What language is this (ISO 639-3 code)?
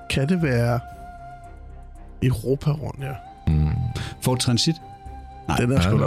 dan